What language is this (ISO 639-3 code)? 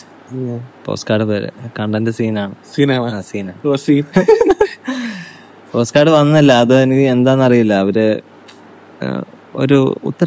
mal